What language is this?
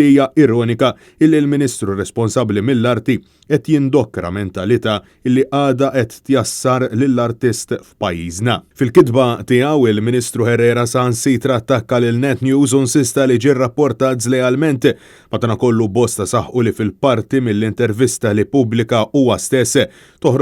Maltese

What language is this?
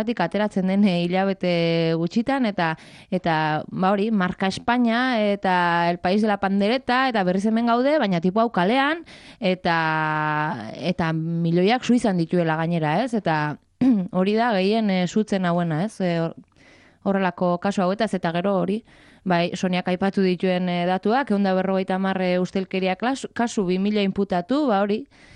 Basque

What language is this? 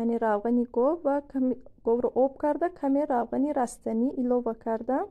Tajik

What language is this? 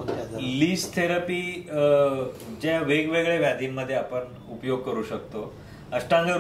Marathi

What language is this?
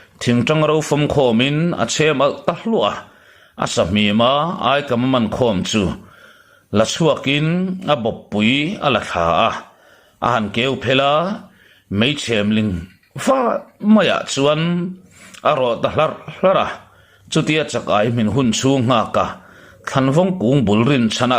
Mizo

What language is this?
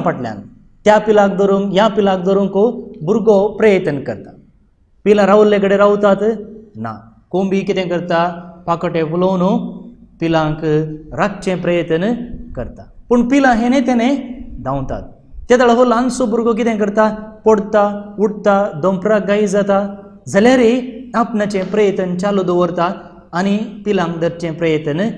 Konkani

